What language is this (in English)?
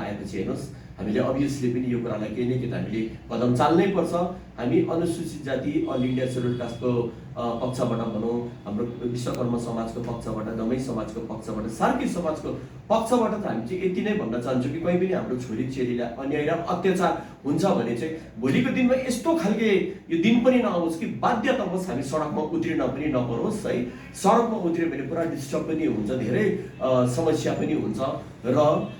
Nepali